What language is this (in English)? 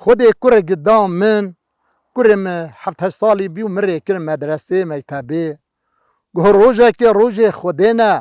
Kurdish